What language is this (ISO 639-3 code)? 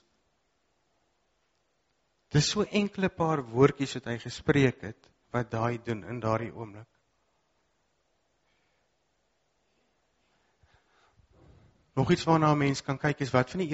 afr